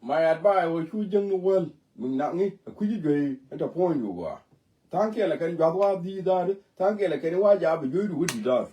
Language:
Nuer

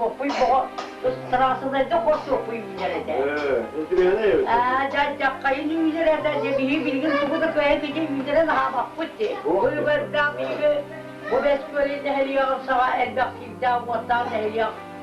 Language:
Yakut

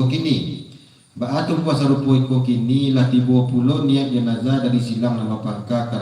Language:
Minangkabau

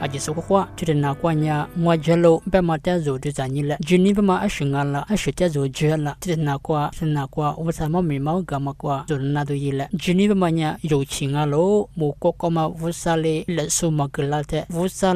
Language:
Lisu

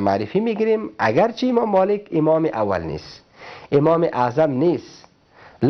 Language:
Persian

